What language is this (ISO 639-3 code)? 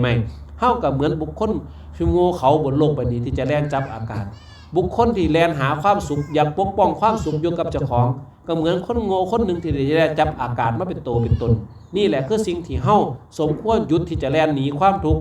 lao